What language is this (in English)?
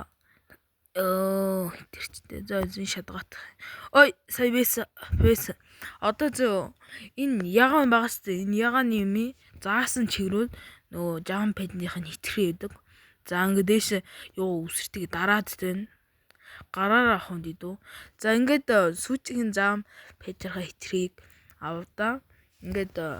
Mongolian